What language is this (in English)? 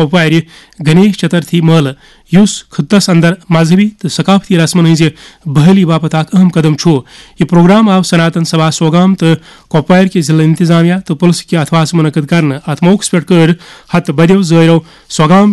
Kashmiri